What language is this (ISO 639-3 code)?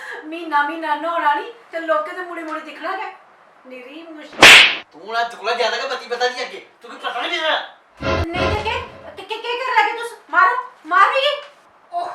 doi